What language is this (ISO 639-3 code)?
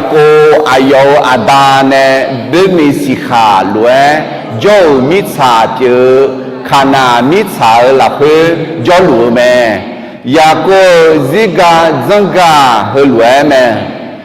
ahk